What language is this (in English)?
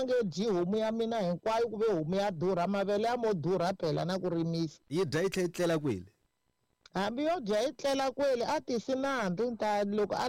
Tsonga